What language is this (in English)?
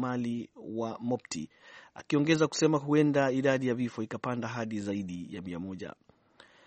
Swahili